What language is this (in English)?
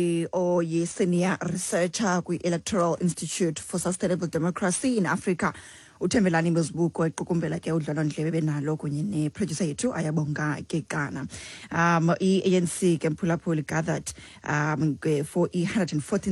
Xhosa